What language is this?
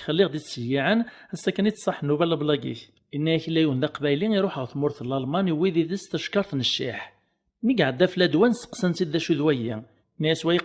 Kabyle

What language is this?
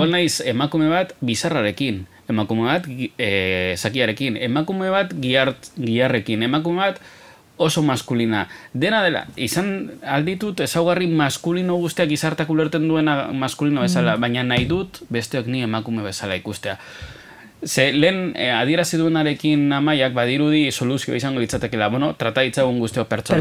Basque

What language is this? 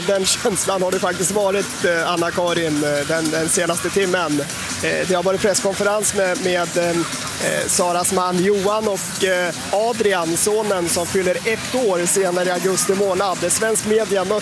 Swedish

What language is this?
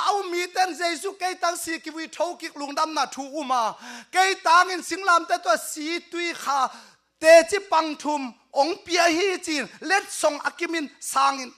Tedim Chin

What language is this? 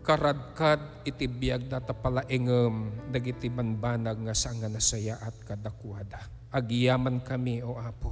Iloko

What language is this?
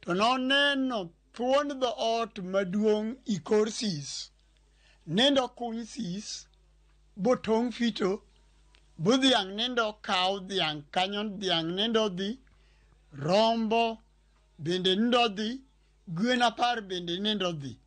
Luo (Kenya and Tanzania)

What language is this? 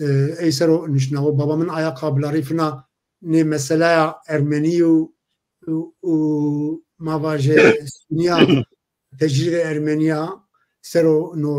Zaza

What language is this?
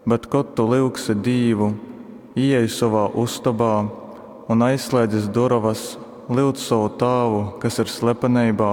Latgalian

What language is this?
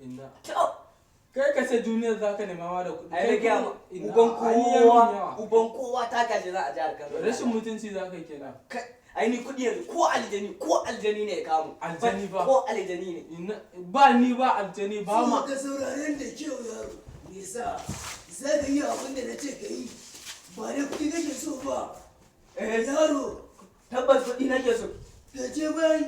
Hausa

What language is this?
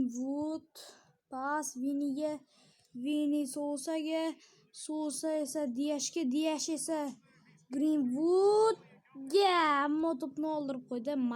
Uzbek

